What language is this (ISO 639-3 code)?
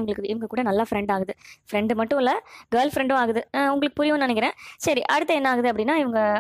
tam